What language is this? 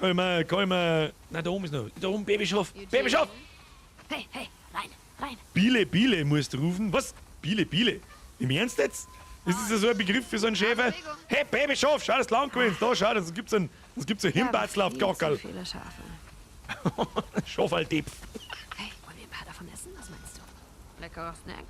Bavarian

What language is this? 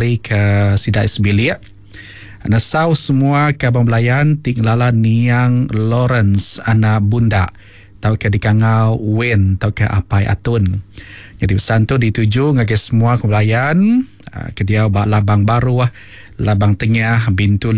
Iban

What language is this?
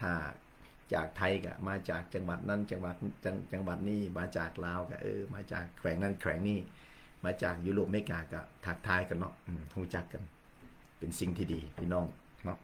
Lao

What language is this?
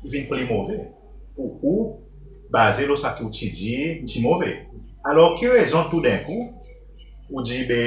Seselwa Creole French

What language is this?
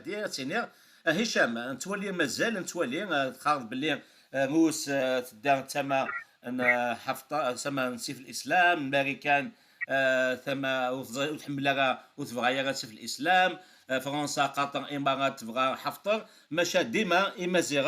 Kabyle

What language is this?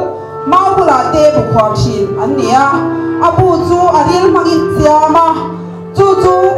Mizo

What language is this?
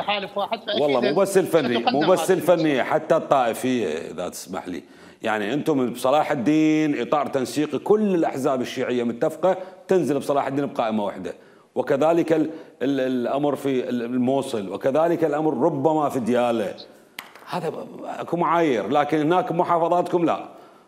Mesopotamian Arabic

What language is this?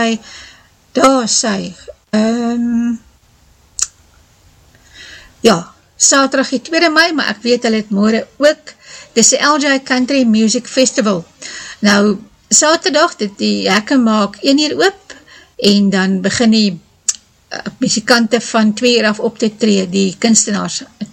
Afrikaans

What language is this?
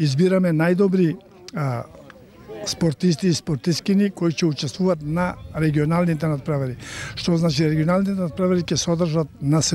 Macedonian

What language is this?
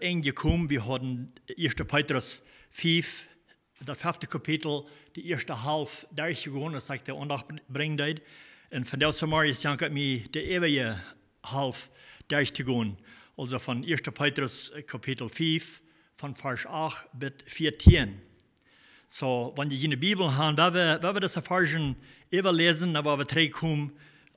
Plautdietsch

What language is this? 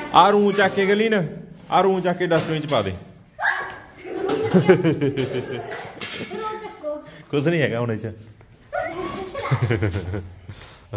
Punjabi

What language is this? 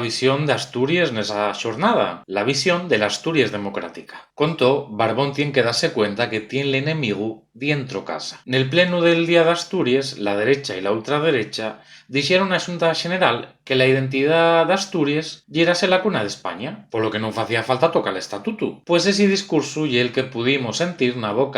Asturian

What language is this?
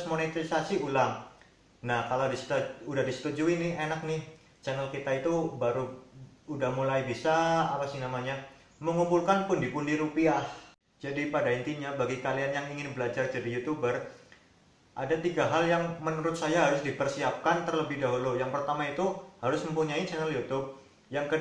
Indonesian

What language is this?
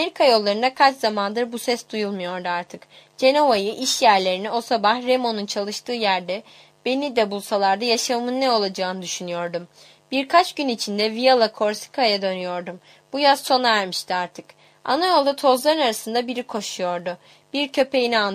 Turkish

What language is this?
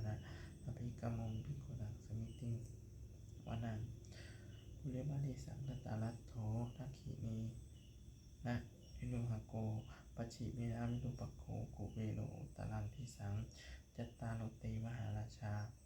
Pali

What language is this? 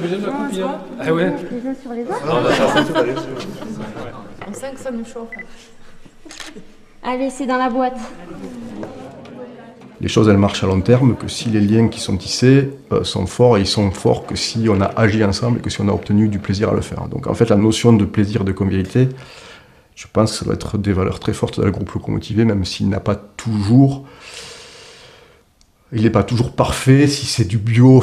French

